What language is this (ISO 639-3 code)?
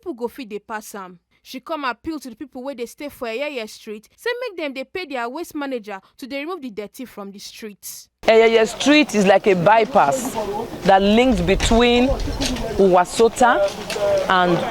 pcm